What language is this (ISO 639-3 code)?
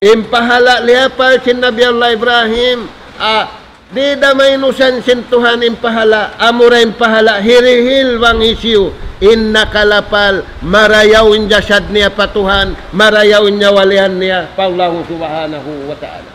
tsg